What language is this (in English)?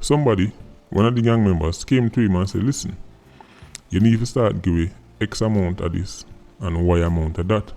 Jamaican Creole English